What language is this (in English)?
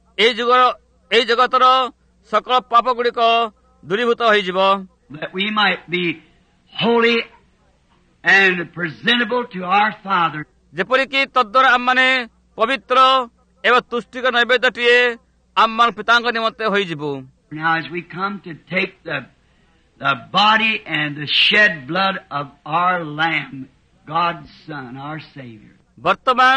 Odia